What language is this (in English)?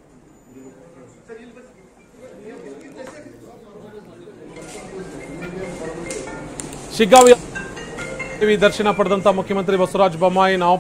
Kannada